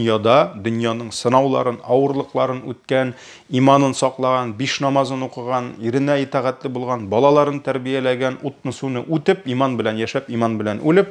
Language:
Tatar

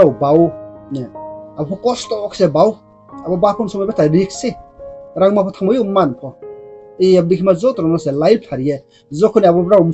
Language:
Riang (India)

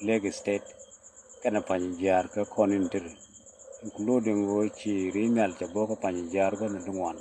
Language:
Nuer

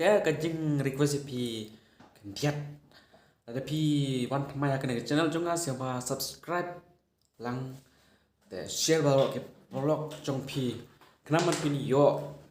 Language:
Khasi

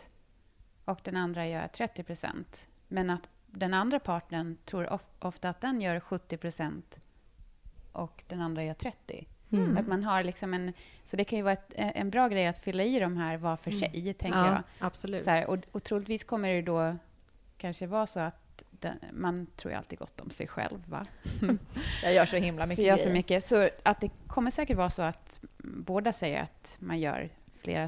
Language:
Swedish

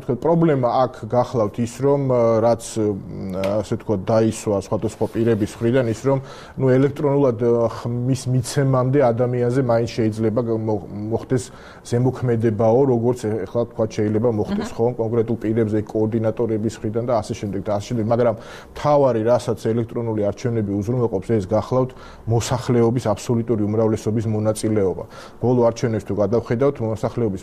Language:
Georgian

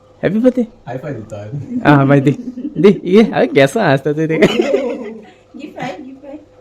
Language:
Konkani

